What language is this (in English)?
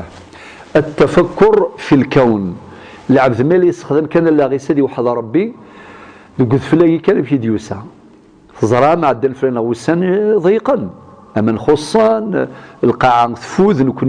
Kabyle